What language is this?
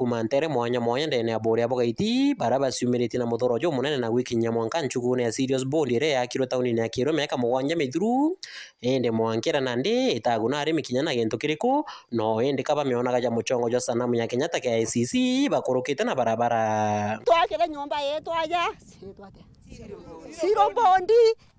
Meru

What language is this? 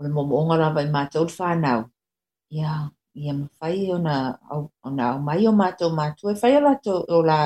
Samoan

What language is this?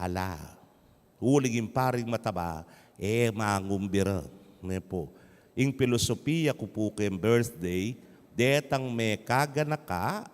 Pampanga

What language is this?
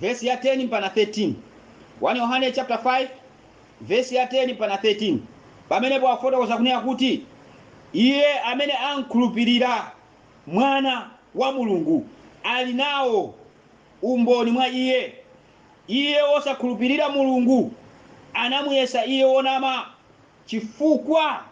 Nyanja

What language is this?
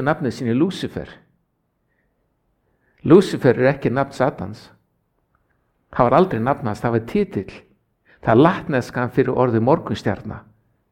Icelandic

